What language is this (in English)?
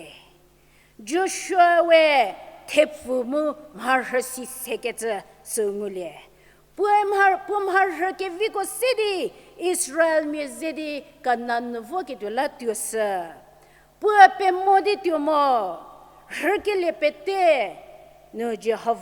Angami Naga